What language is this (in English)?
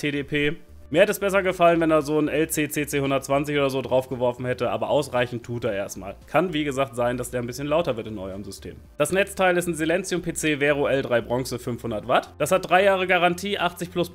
German